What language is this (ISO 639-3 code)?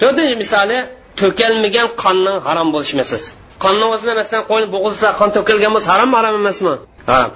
uig